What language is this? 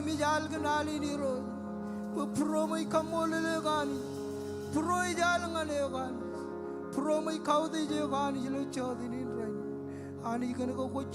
Marshallese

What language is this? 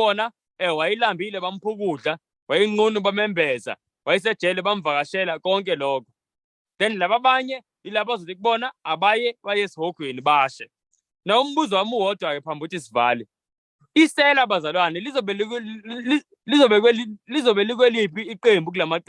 Zulu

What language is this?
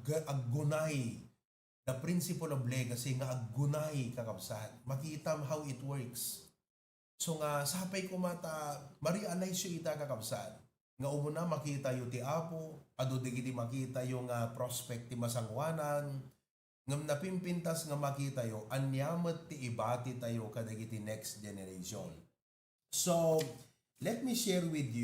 Iloko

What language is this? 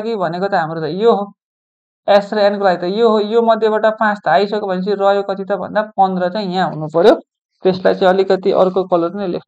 Nepali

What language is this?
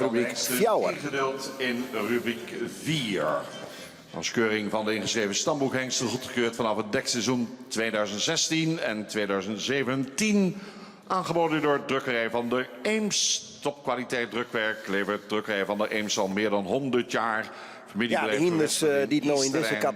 Western Frisian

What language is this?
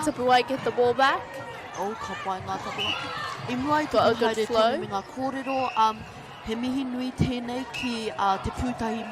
Māori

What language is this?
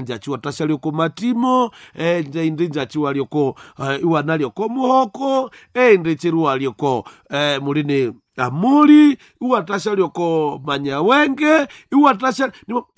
Nande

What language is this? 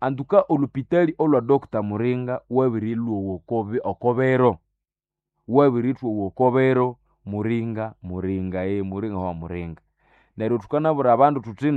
Nande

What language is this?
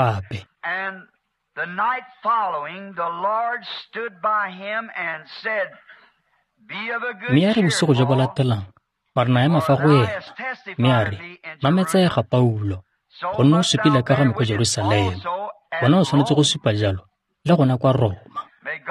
Tswana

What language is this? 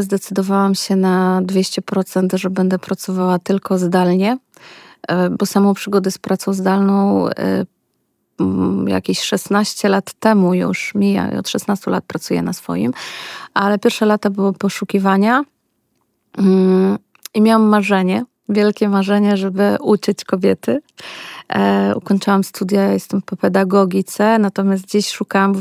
Polish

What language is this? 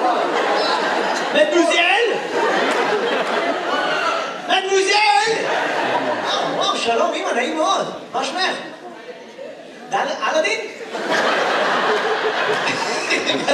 Hebrew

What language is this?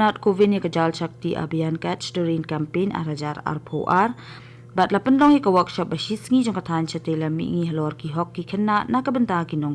Khasi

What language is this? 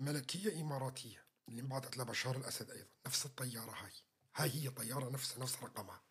North Levantine Arabic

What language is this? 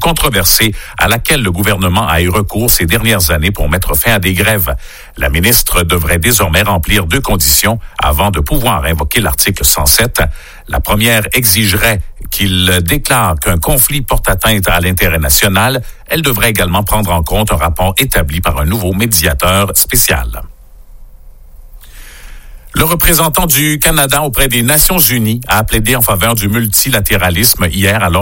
French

